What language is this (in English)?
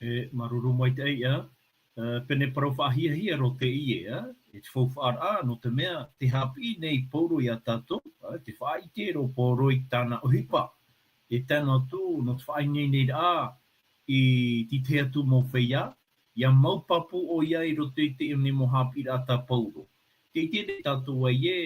Tahitian